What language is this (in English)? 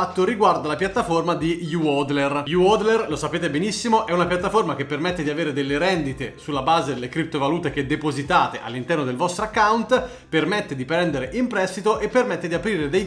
Italian